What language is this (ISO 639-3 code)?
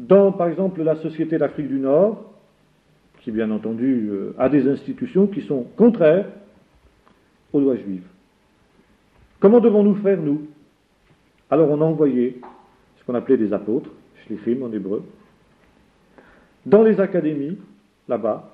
fra